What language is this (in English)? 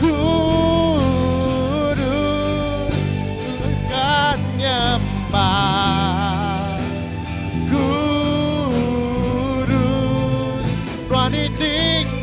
Iban